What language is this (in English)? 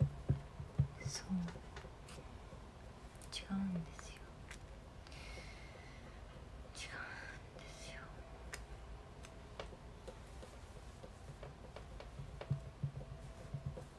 Japanese